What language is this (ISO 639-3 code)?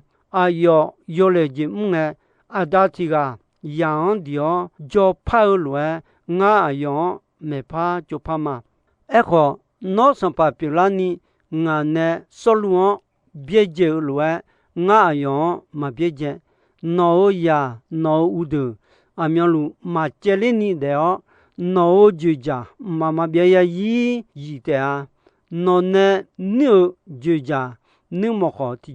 ahk